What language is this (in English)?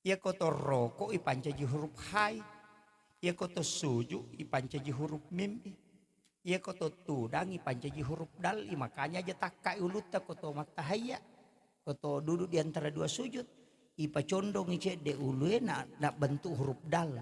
Buginese